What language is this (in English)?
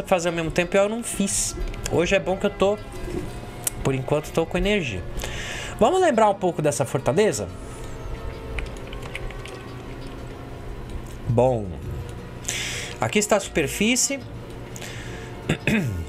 Portuguese